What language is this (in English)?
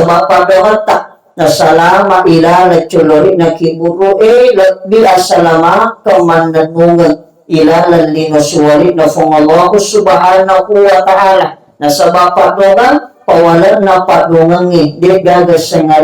Buginese